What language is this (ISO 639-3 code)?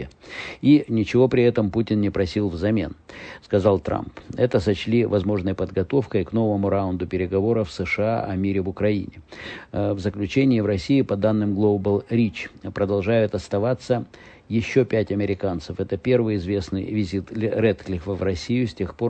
rus